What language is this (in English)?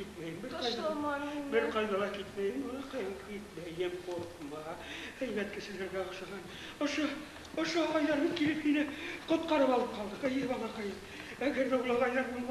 Bashkir